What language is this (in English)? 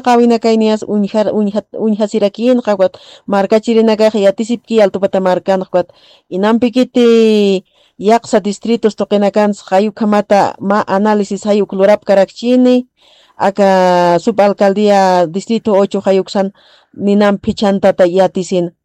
Aymara